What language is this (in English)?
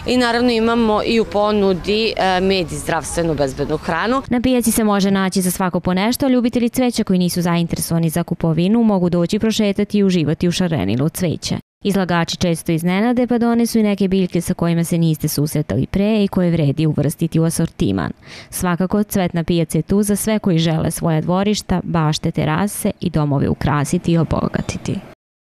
Serbian